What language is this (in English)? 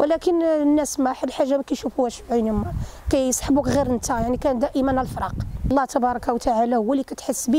Moroccan Arabic